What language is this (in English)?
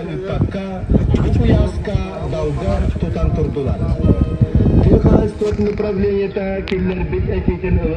Yakut